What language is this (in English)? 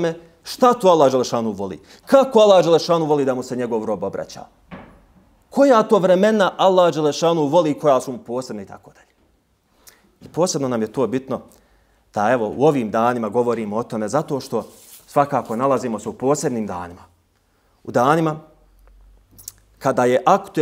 Bosnian